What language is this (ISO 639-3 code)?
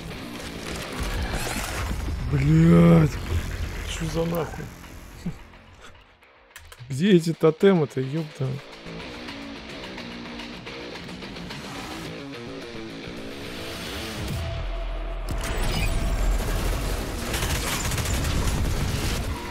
rus